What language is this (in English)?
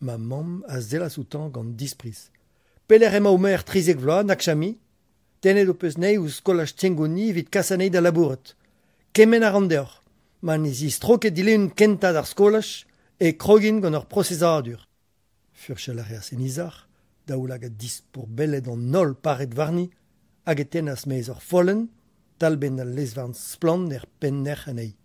Breton